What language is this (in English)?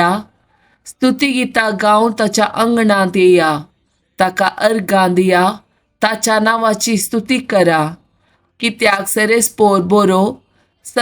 Konkani